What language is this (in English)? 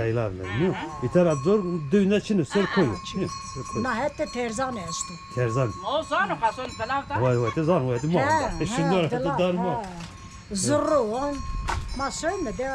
Zaza